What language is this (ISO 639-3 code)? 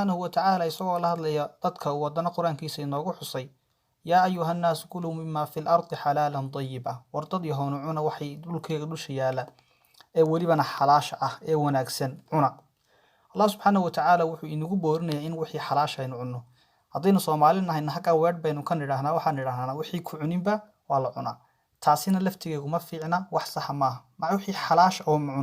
som